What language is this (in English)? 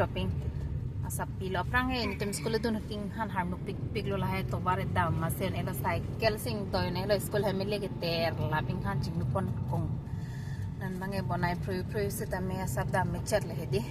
Karbi